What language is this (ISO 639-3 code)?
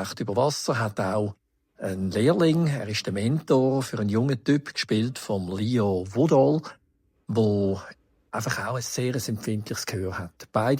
gsw